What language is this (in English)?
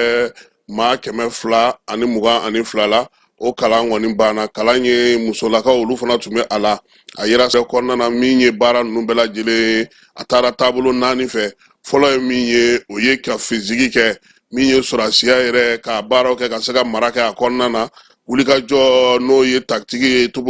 Bambara